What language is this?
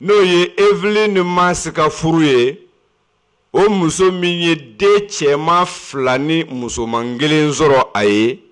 Bambara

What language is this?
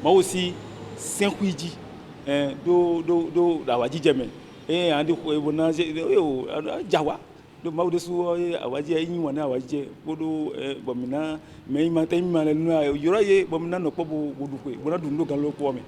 Fon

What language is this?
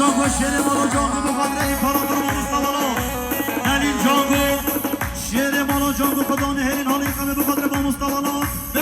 Kurdish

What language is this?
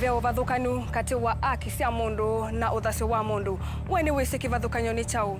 Kamba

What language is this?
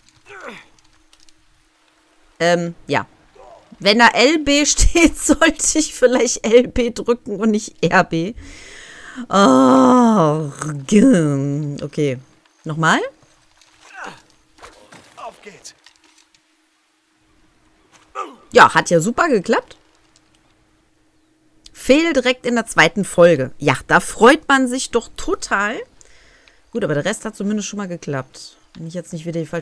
German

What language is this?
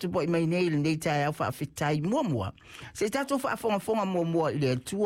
Samoan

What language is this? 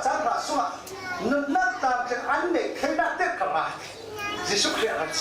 Falam Chin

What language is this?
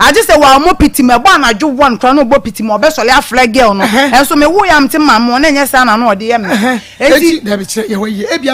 Akan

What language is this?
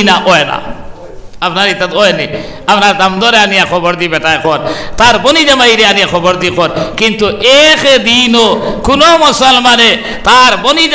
Sylheti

